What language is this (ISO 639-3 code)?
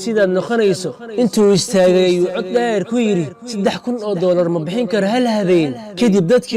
som